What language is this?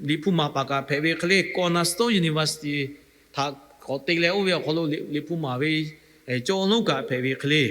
Lahu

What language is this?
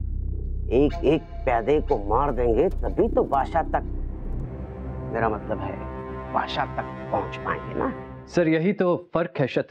Hindi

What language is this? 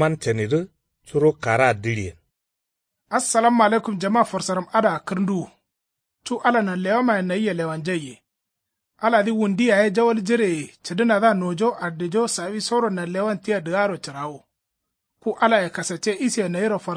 Kanuri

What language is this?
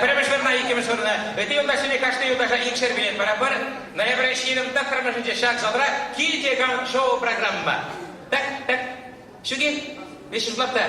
Chuvash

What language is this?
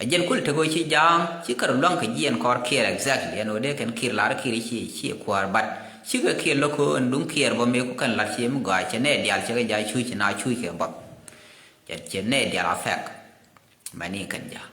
Nuer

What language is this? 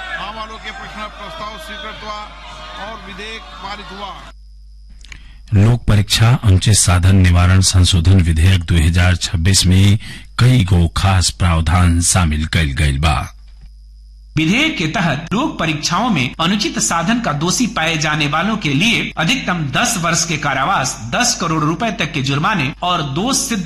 Bhojpuri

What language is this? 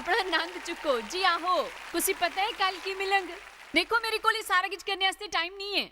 Dogri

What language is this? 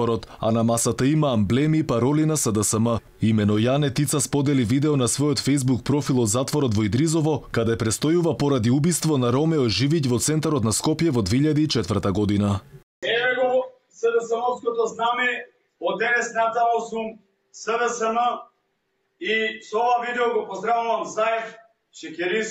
Macedonian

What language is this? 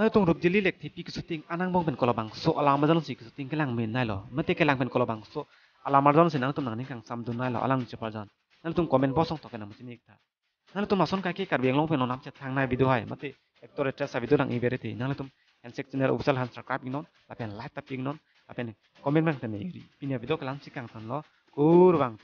Karbi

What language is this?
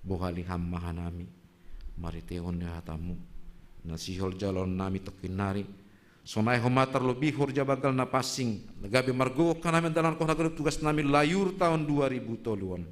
Batak Simalungun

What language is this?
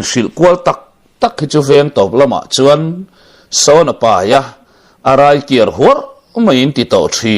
Mizo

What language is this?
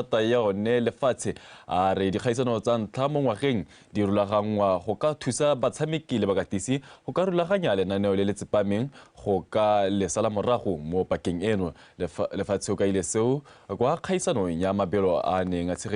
Tswana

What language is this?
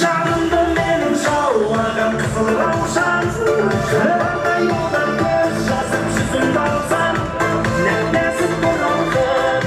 Kara-Kalpak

